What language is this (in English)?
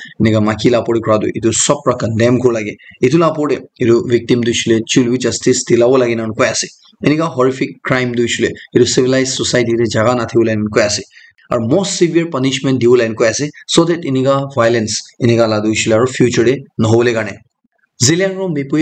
Naga Pidgin